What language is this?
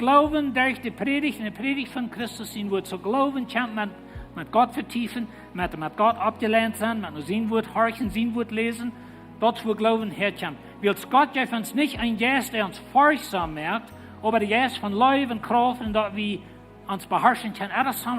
Plautdietsch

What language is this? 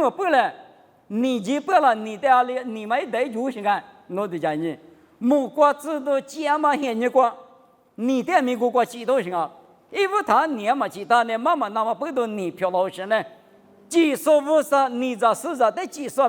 Lisu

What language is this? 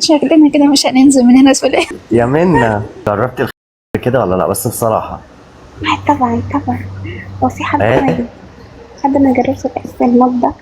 Egyptian Arabic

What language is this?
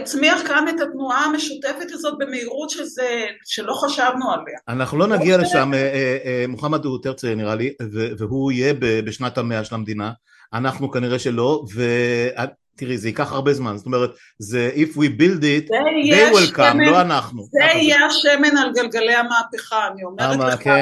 Hebrew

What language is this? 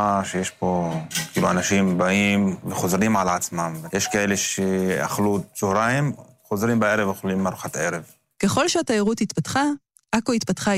Hebrew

